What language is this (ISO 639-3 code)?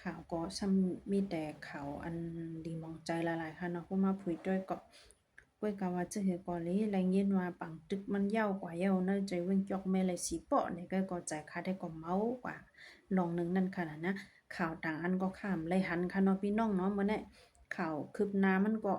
shn